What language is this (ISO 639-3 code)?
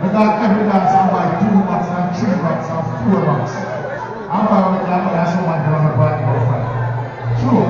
jam